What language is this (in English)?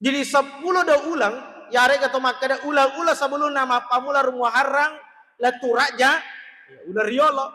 Buginese